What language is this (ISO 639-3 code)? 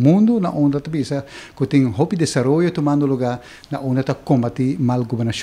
pap